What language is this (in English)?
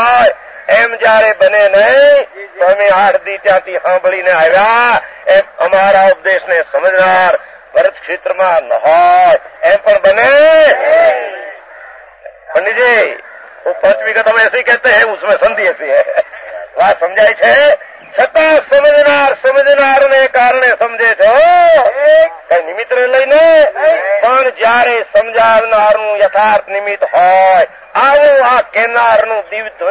Gujarati